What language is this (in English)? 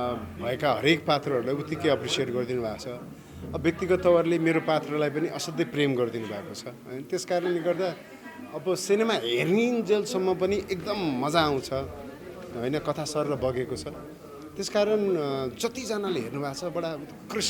Nepali